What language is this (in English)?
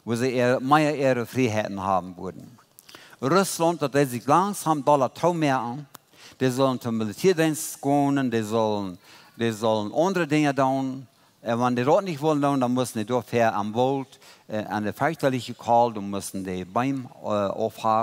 Plautdietsch